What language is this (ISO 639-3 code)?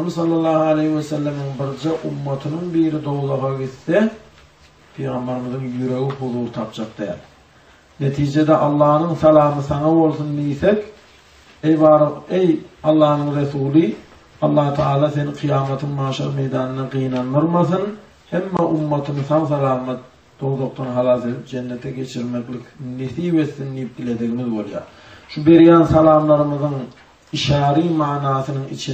tuk